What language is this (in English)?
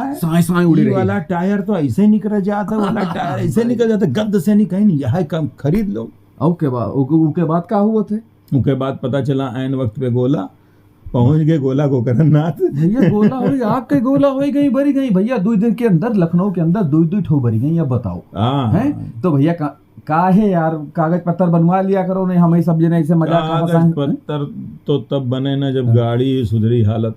Awadhi